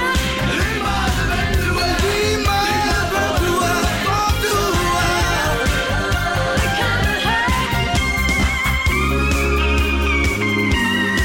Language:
Danish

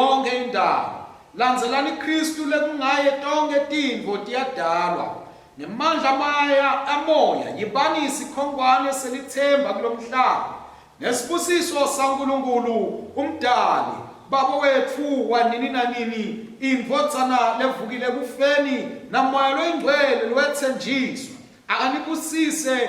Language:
Swati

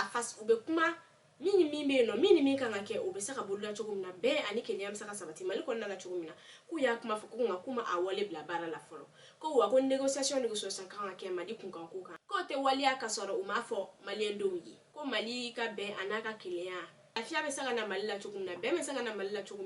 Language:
Bambara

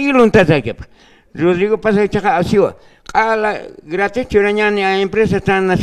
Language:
Aymara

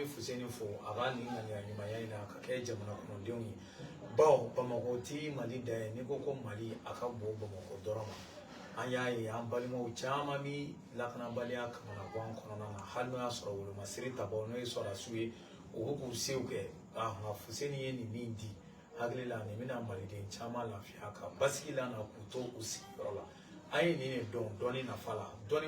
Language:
Bambara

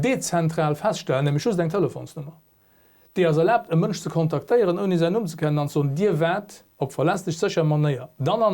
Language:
Luxembourgish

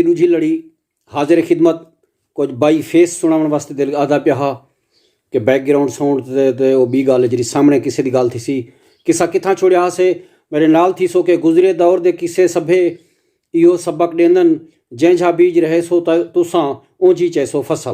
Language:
Saraiki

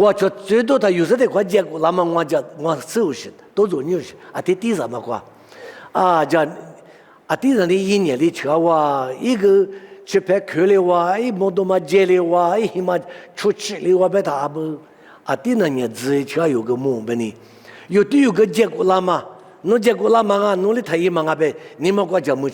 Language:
Lisu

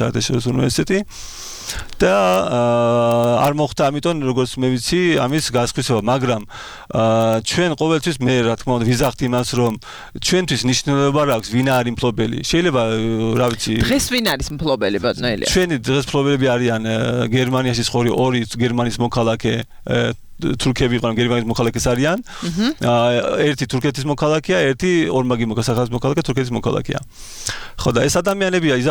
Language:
Georgian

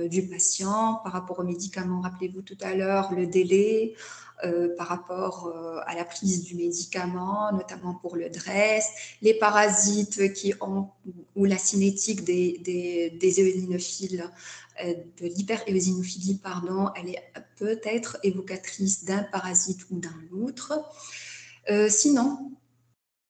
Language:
French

